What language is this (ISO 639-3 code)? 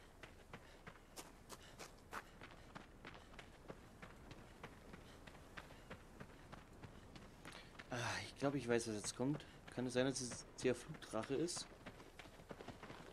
deu